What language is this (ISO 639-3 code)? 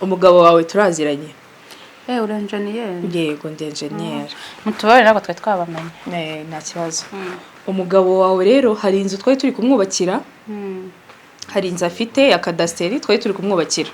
kin